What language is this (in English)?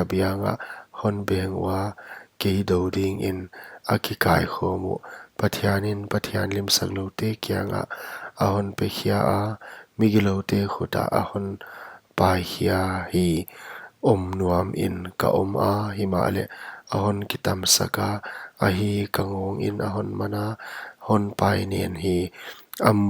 Paite Chin